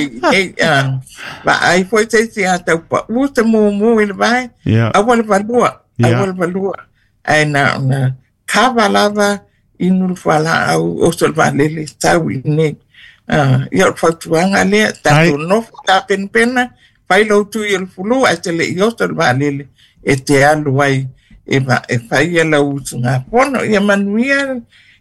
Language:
Samoan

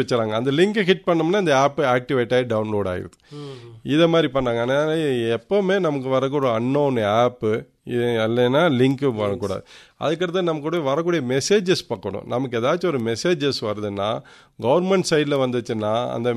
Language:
Tamil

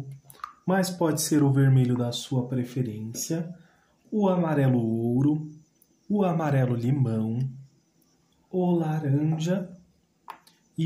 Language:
Portuguese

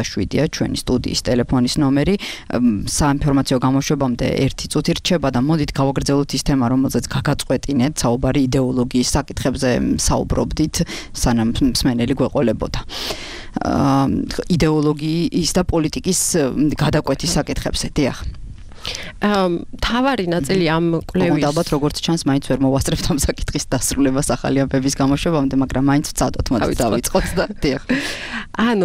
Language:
Georgian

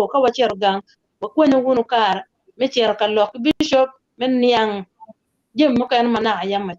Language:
Acoli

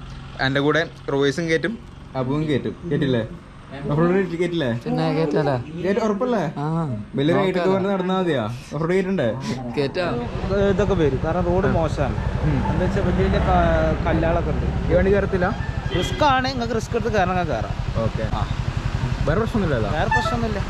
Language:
Malayalam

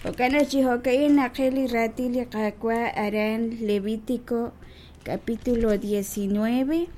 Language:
Kekchí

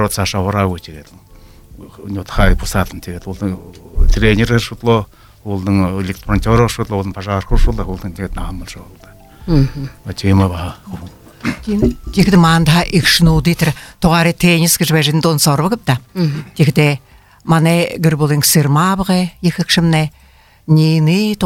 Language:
Buriat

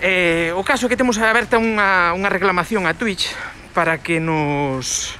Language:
Galician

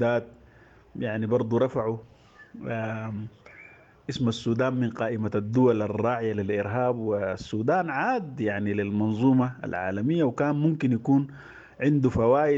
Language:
Sudanese Arabic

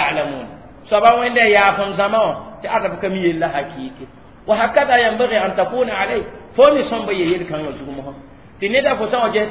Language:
Mossi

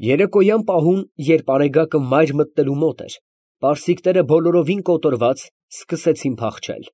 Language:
Armenian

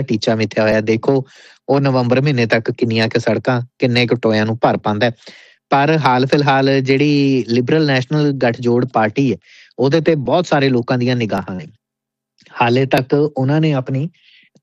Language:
Punjabi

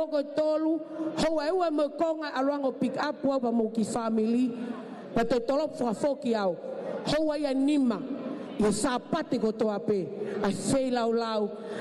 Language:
Tongan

